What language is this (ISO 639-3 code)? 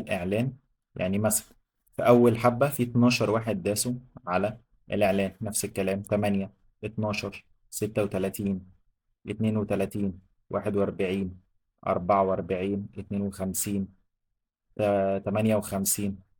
arz